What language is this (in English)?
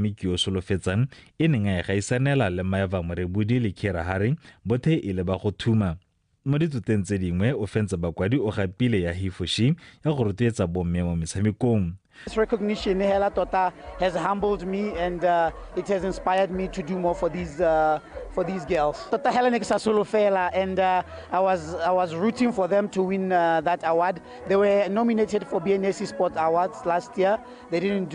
Tswana